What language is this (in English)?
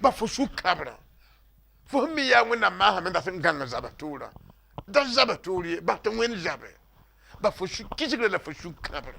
Mossi